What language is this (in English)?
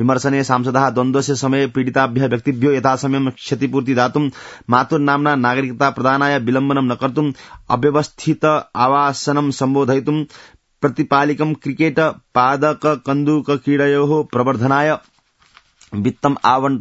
Sanskrit